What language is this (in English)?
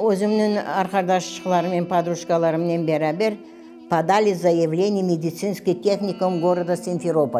Crimean Tatar